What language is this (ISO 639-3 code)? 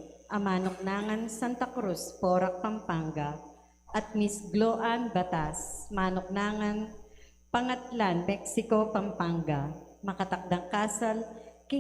pam